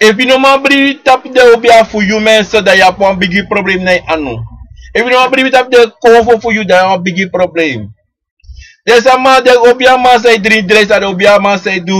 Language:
Sranan Tongo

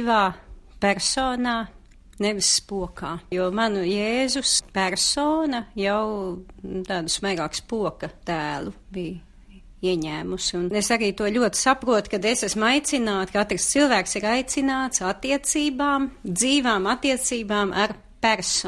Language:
Latvian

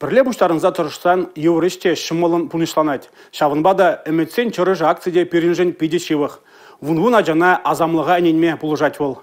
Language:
Chuvash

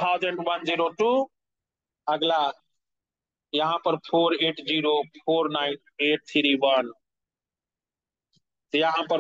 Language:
Hindi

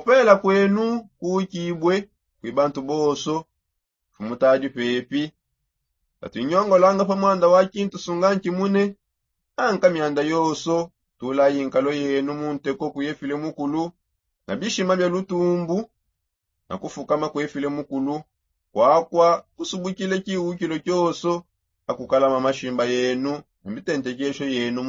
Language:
Songe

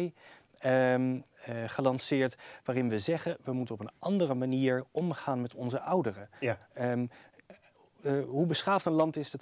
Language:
Dutch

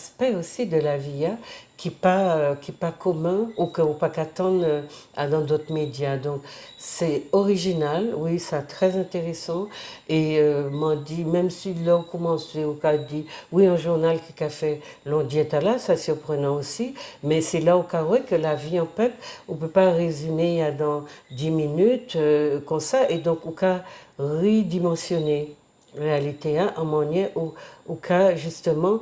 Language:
Guadeloupean Creole French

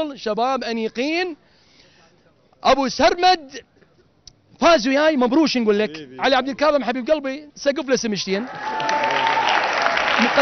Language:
Mesopotamian Arabic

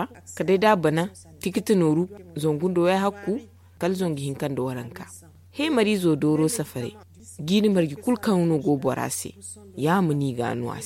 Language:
Zarma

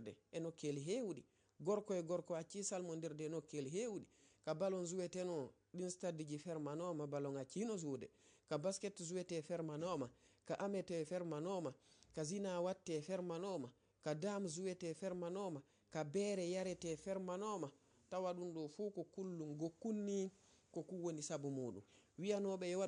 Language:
Fula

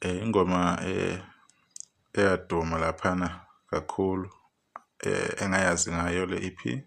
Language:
Zulu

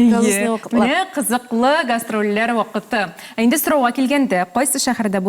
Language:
Tatar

